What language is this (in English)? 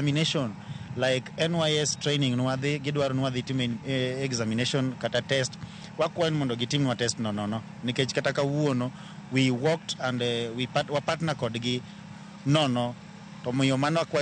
Luo (Kenya and Tanzania)